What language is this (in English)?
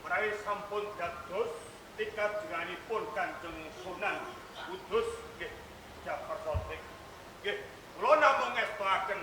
Javanese